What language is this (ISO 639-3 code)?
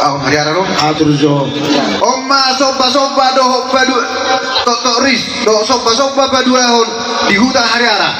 bbc